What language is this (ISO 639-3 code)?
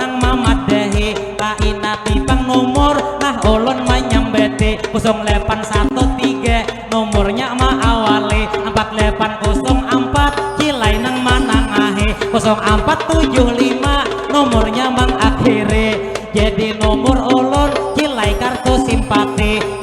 bjn